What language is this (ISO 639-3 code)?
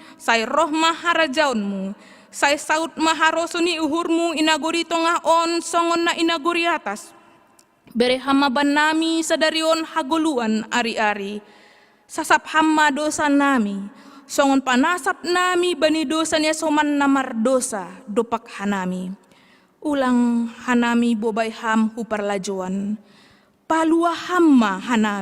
bts